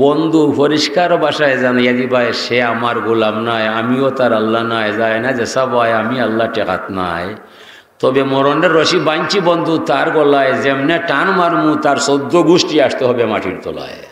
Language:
Sylheti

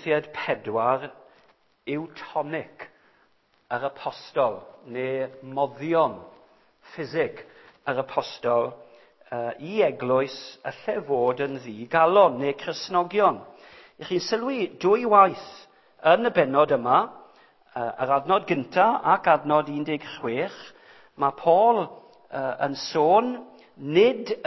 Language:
Welsh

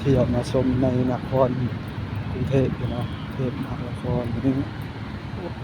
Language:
Northeastern Thai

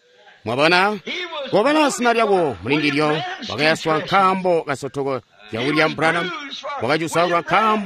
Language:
Tonga (Zambia)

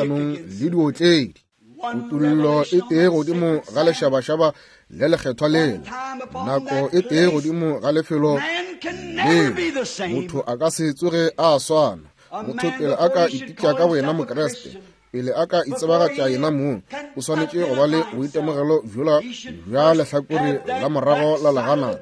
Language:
Northern Sotho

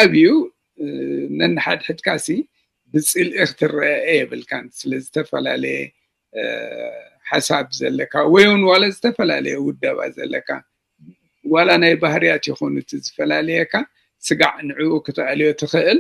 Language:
Tigrinya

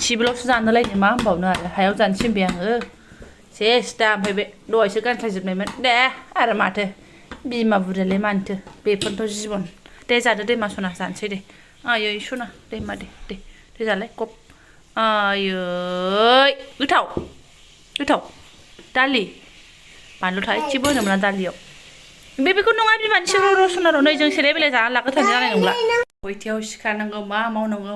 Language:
Bodo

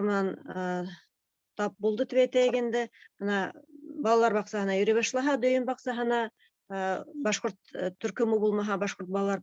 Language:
Bashkir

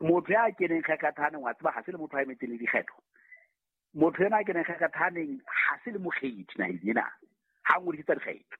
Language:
Southern Sotho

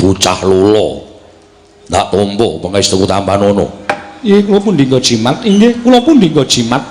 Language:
Javanese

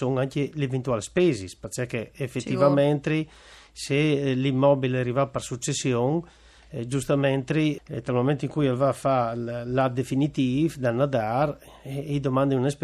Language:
Friulian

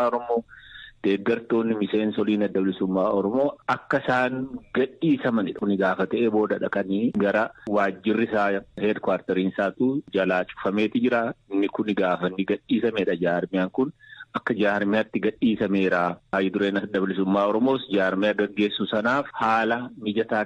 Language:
Oromo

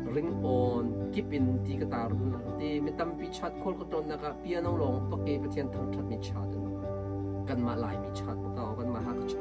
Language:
Hakha Chin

